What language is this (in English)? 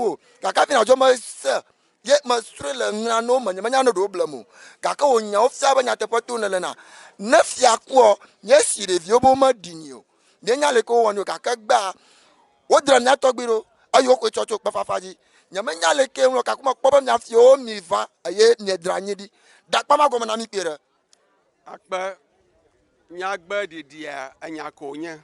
Ewe